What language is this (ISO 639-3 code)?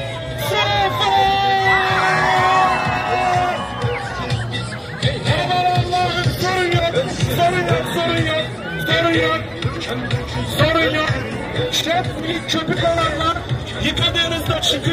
tur